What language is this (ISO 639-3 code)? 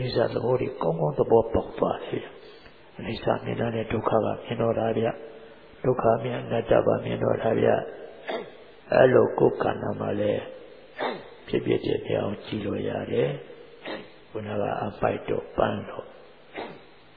mya